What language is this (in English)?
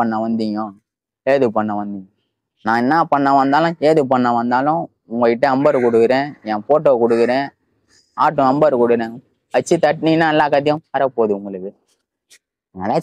Tamil